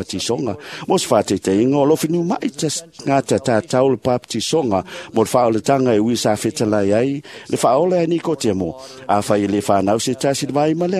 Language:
Samoan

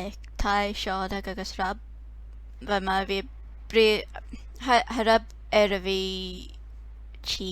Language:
Scottish Gaelic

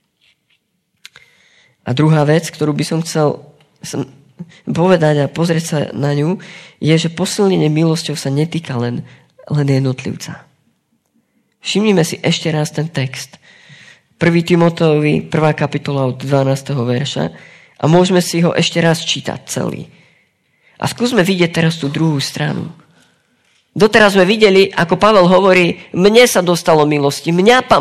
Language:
Slovak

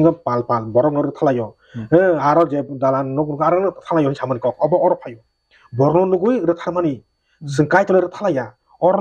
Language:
Kok Borok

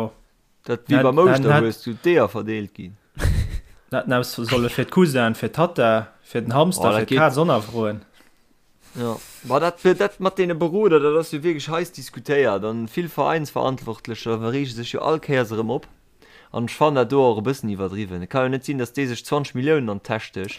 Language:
Luxembourgish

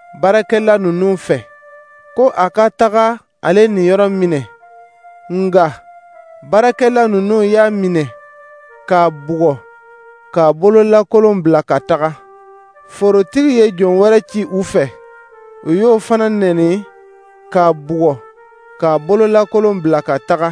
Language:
Dyula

